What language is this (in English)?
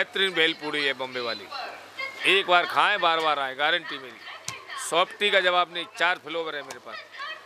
Hindi